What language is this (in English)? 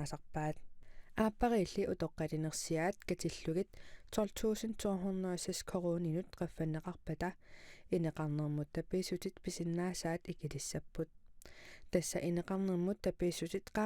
Kalaallisut